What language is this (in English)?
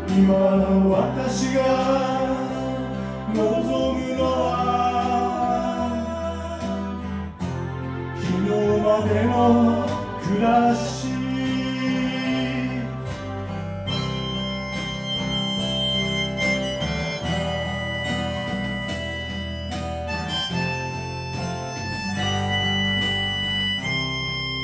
Japanese